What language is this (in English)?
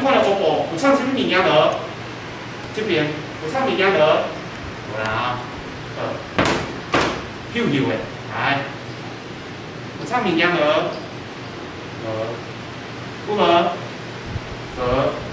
Min Nan Chinese